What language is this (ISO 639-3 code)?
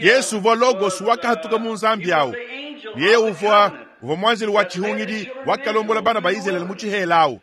lua